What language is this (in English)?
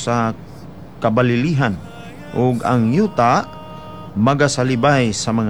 Cebuano